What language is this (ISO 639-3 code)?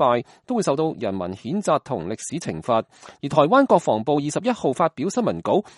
yue